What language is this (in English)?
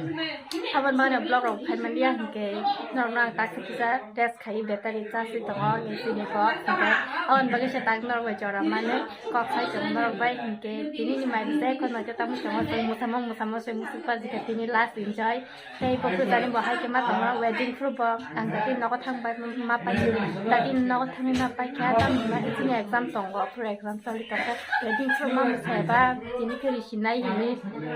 Kok Borok